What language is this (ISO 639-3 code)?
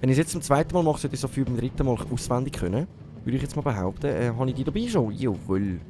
gsw